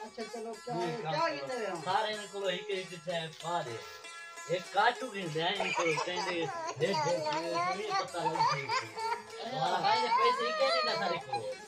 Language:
Saraiki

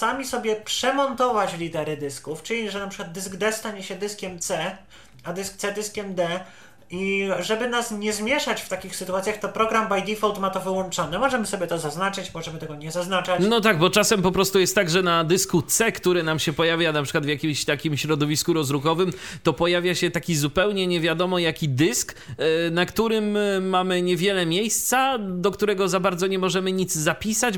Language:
Polish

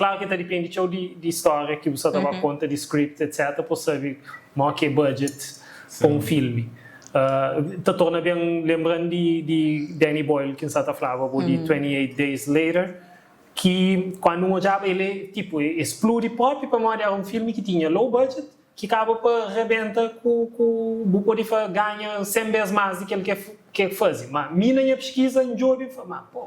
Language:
Kabuverdianu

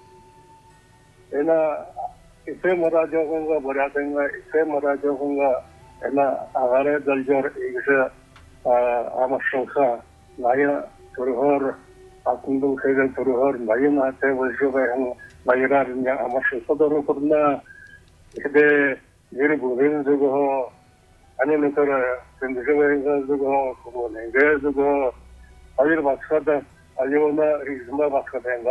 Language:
Buriat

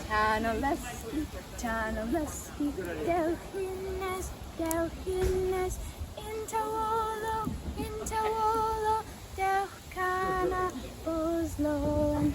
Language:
Cornish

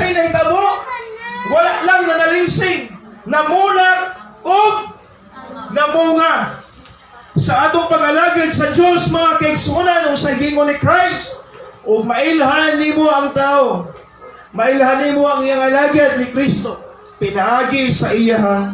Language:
Cebuano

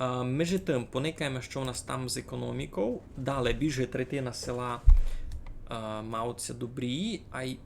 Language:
Rusyn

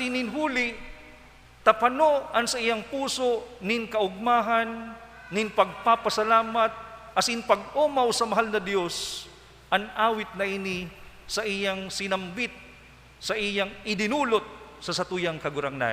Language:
Bikol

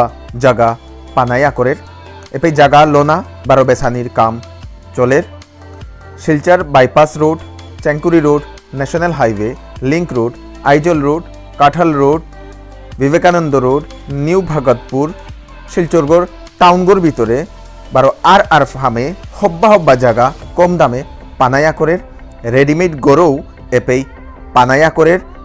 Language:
Bishnupriya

